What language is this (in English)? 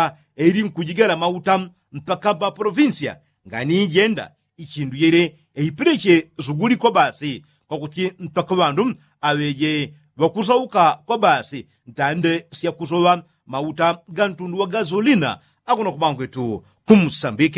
Yao